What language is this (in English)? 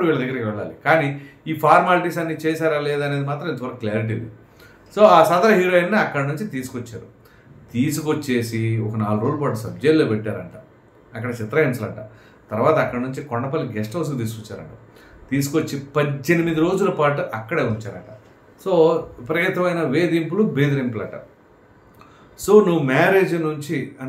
Telugu